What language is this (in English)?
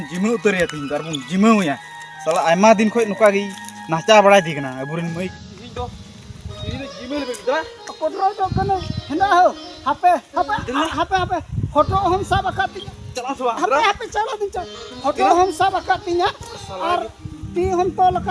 Santali